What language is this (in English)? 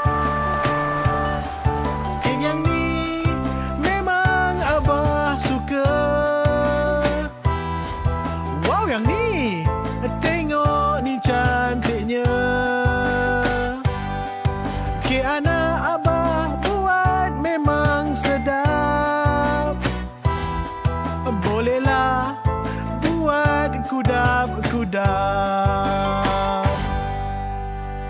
Malay